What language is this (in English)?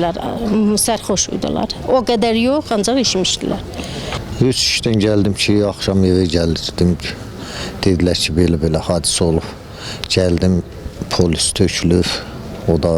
Azerbaijani